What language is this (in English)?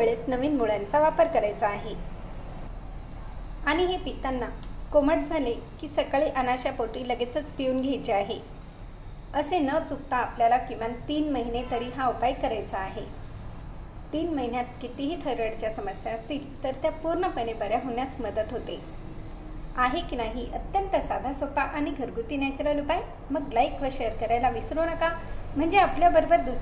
Marathi